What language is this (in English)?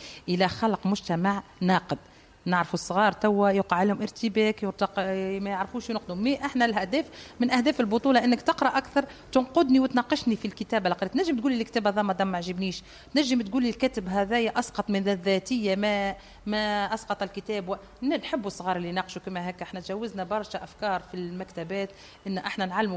Tunisian Arabic